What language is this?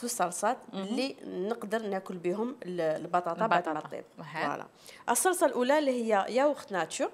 Algerian Arabic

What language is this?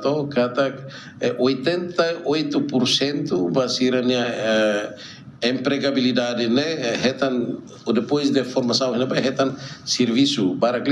Tetum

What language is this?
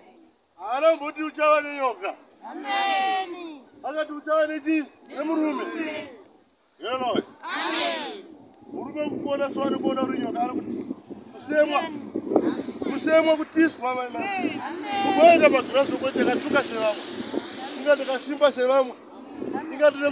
Shona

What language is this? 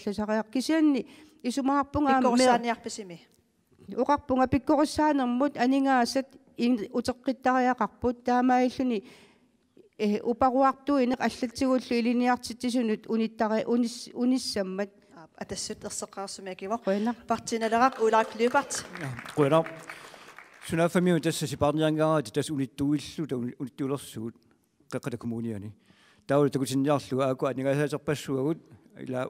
Kalaallisut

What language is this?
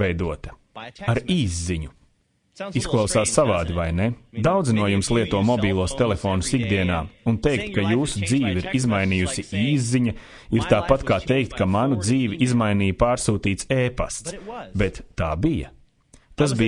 Latvian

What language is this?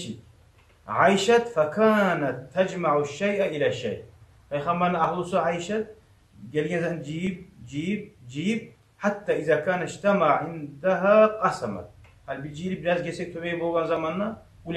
Kumyk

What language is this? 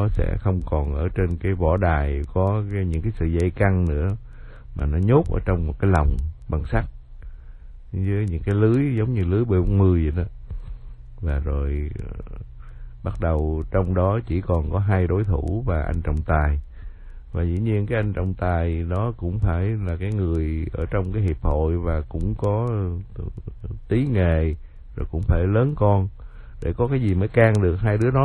Vietnamese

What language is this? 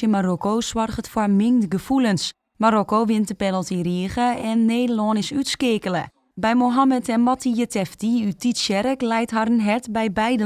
Western Frisian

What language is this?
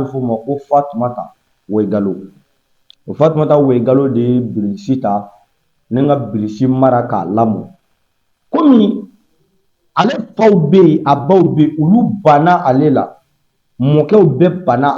Bambara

